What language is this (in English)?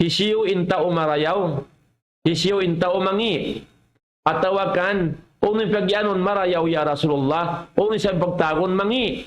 Tausug